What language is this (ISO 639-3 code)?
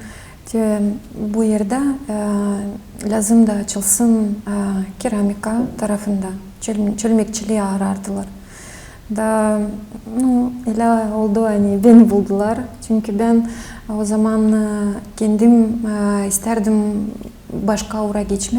gag